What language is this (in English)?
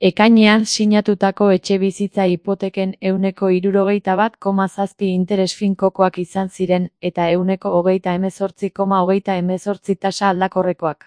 Basque